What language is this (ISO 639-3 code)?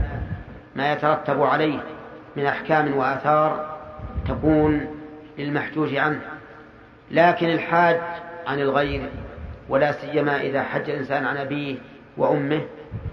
ara